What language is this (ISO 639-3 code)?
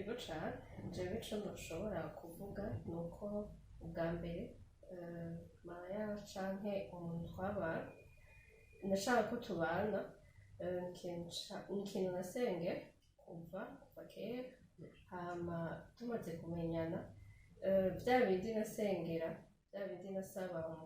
run